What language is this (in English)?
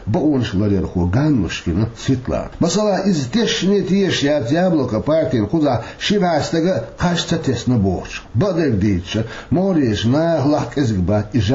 Chechen